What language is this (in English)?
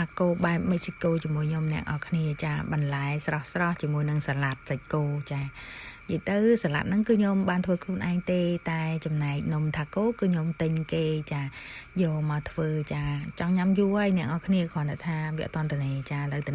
Khmer